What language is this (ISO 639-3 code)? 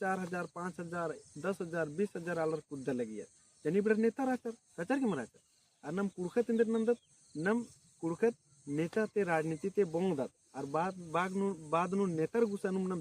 kru